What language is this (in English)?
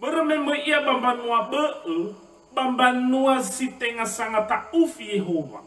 Nias